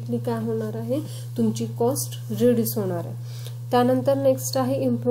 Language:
Marathi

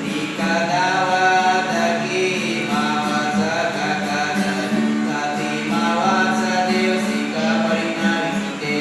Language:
Baniwa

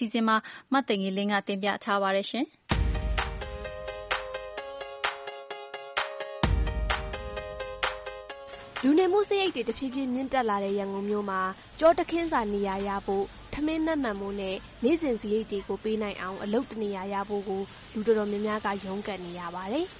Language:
Burmese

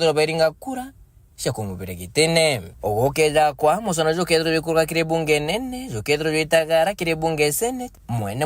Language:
Meru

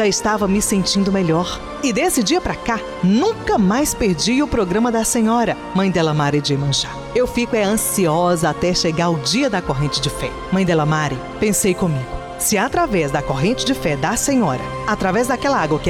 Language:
Portuguese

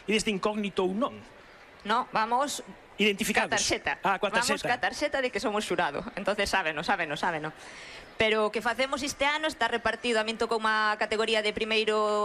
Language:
Galician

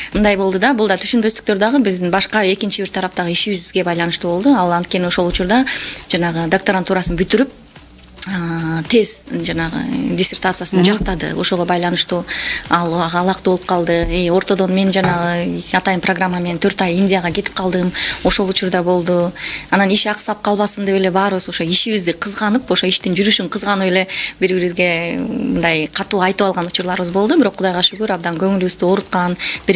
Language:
Kyrgyz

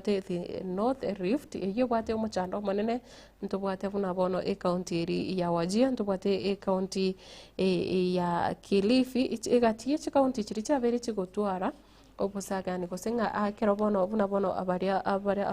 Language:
Gusii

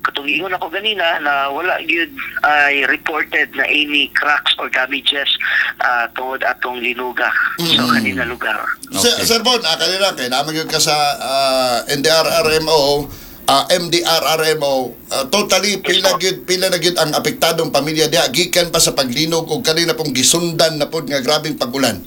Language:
Cebuano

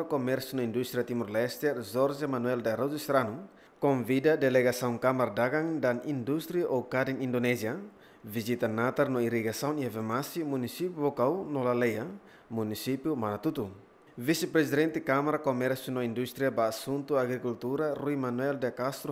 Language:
Tetum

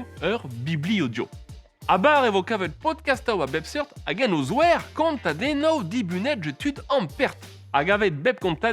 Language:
Breton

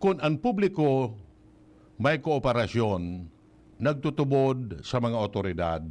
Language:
Bikol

